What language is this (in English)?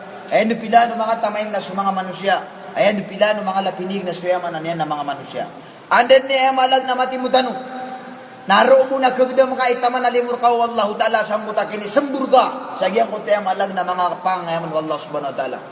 Maranao